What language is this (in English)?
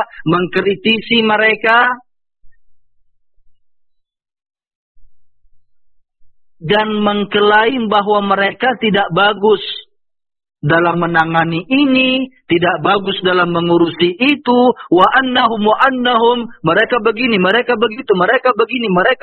Indonesian